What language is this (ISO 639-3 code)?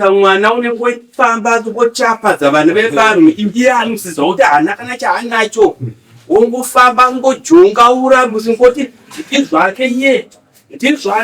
sna